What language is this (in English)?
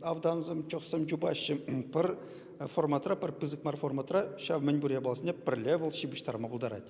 Chuvash